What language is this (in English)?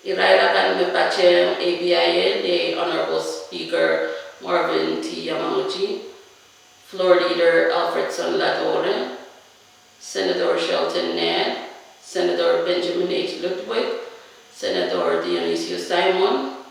Pohnpeian